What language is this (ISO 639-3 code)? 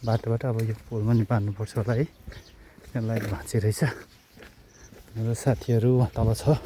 nep